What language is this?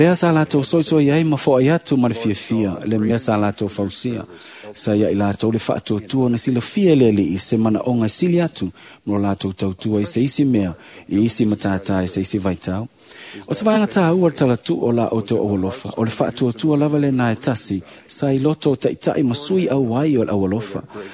Samoan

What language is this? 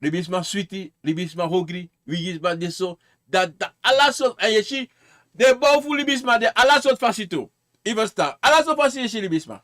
Sranan Tongo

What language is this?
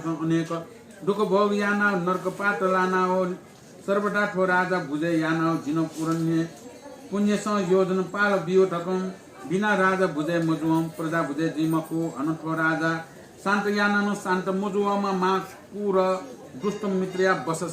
Newari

